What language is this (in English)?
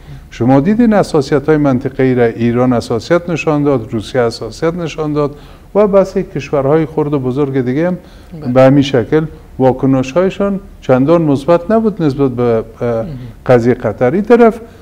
Persian